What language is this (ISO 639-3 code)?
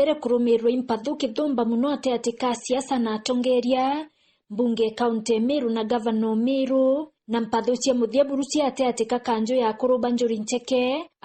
mer